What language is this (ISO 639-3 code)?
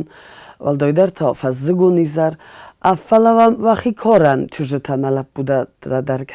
oss